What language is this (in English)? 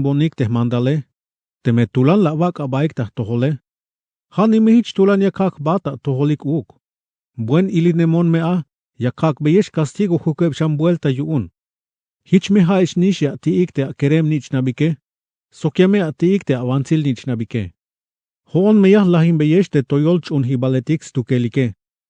Tzeltal